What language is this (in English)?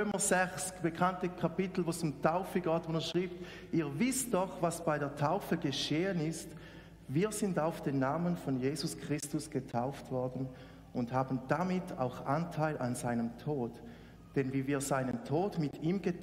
Swiss German